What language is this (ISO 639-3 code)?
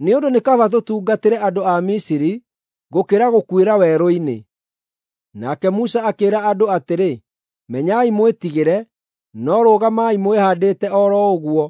kik